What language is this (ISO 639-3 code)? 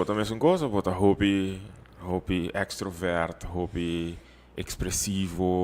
pap